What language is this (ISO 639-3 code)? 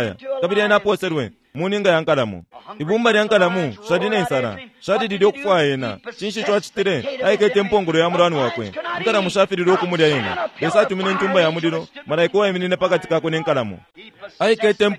bem